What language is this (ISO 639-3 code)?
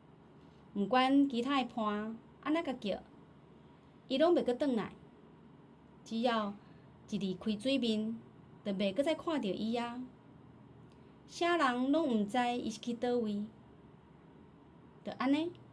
nan